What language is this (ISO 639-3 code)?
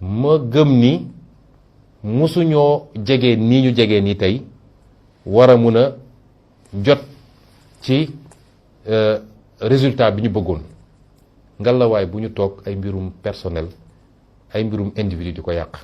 wol